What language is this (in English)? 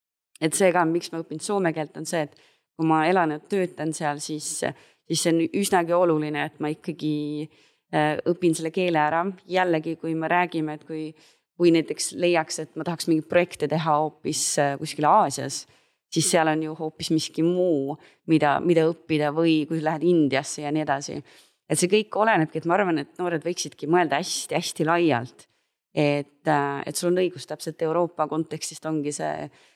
Estonian